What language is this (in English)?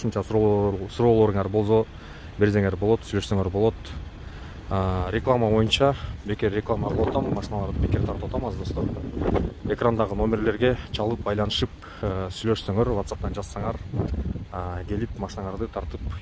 Kyrgyz